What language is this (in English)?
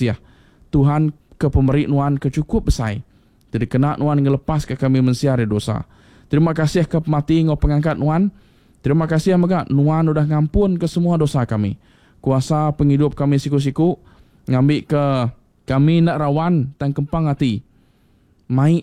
Iban